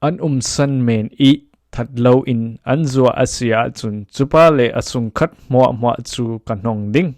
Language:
Falam Chin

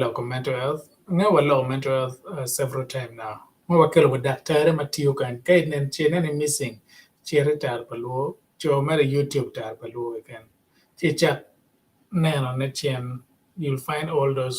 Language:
Acoli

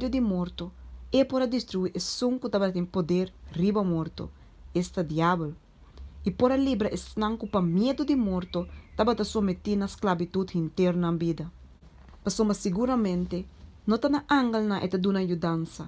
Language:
Papiamento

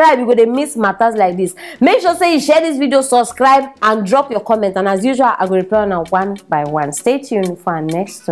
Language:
Nigerian Pidgin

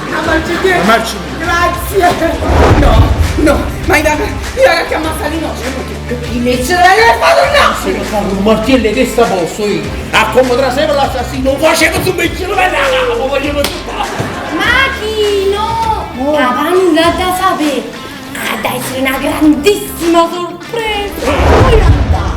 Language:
Neapolitan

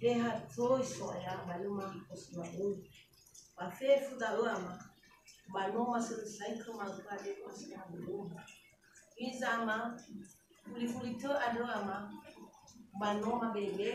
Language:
Nias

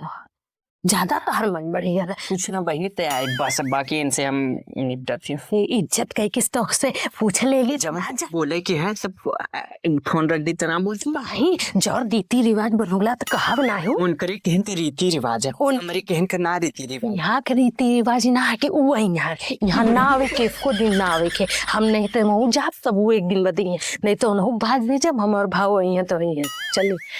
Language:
Awadhi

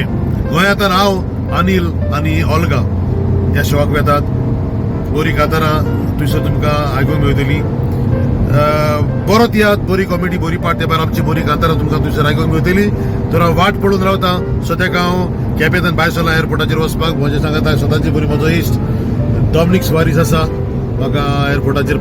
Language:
Konkani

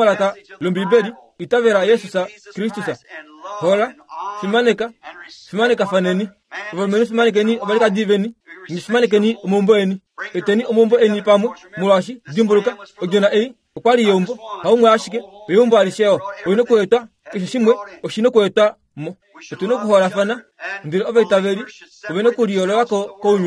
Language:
Kuanyama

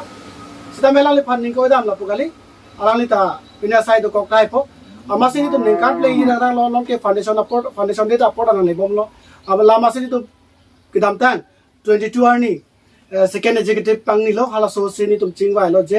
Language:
Karbi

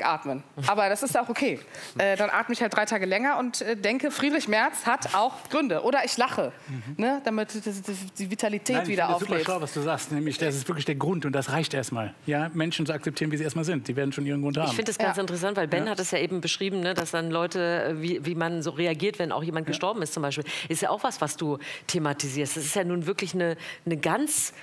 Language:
German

